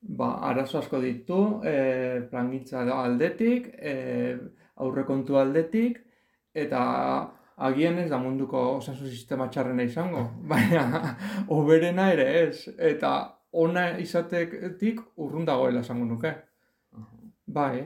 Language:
Basque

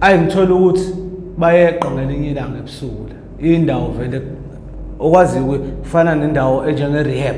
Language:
Zulu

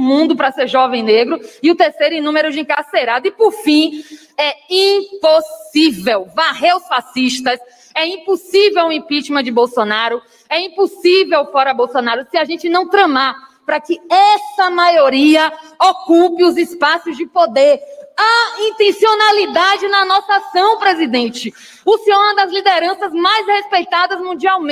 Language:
Portuguese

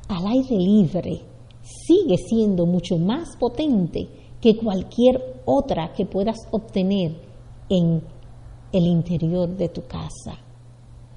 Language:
Spanish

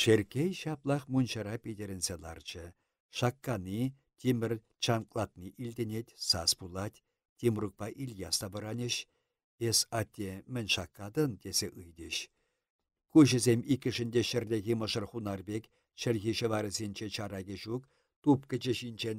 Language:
Chuvash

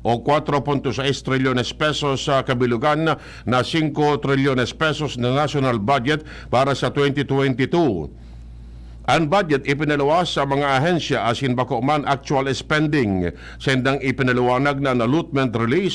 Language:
Bikol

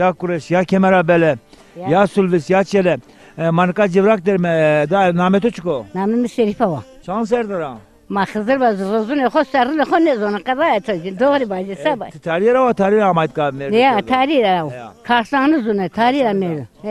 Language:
Zaza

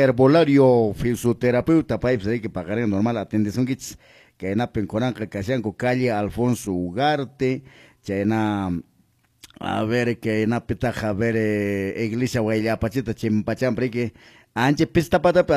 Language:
Quechua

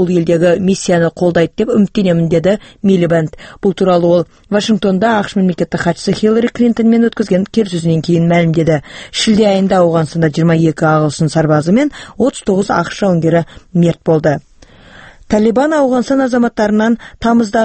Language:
Kyrgyz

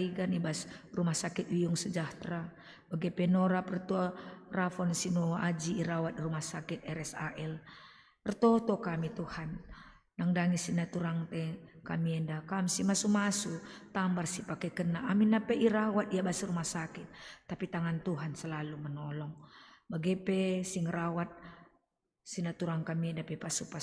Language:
Batak Karo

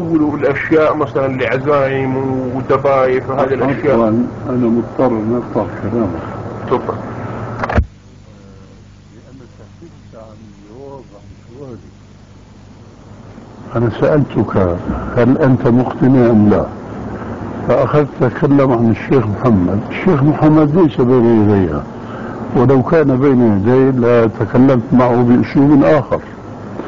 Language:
Arabic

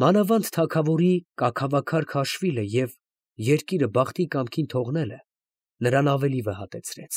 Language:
Armenian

